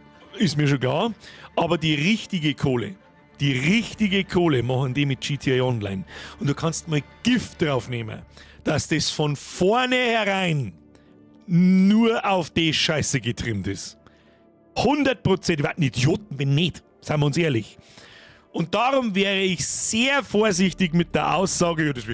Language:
Bavarian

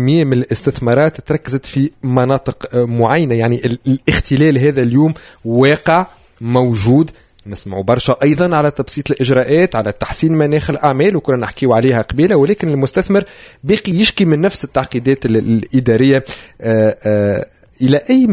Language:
Tunisian Arabic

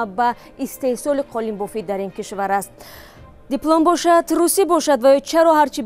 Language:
Tajik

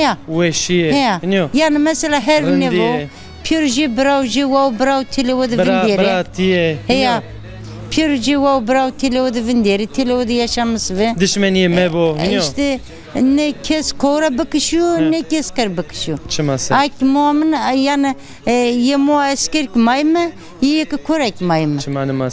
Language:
Zaza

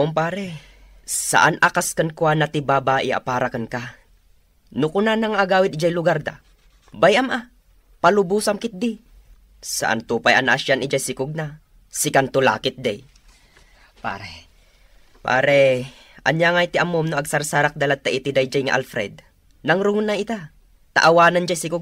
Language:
Iloko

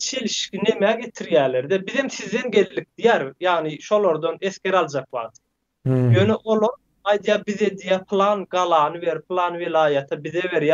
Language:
Turkmen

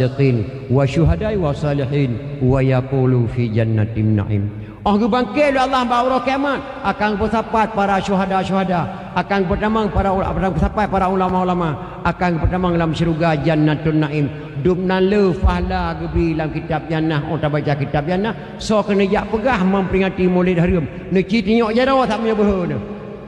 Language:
Achinese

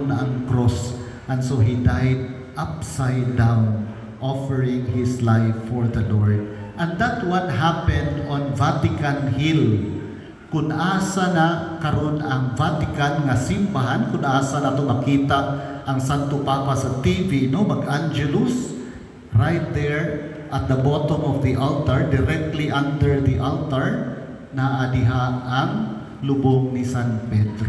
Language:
Cebuano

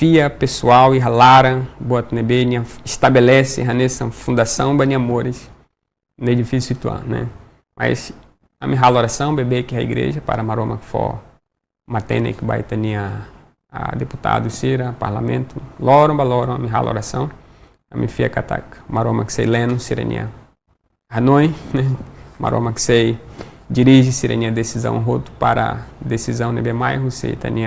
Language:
Tetum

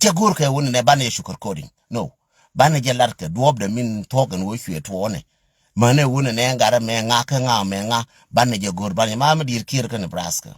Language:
Nuer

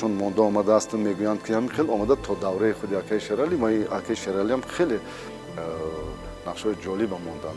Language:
Tajik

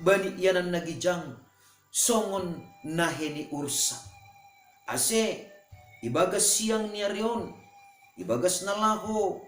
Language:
Batak Simalungun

